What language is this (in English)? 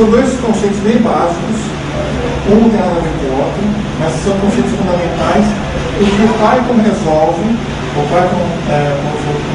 Portuguese